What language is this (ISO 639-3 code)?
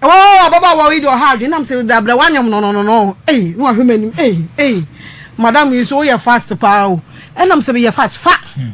aka